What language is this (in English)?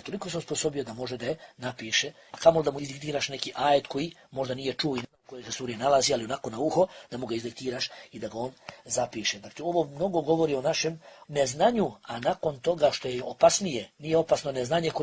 Bosnian